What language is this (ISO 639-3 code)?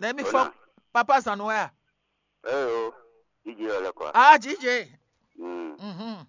fon